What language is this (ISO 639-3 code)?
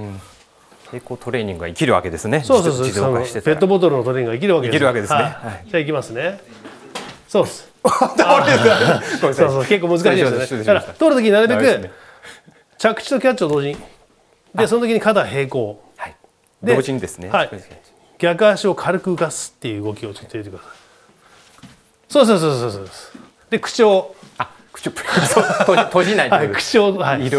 jpn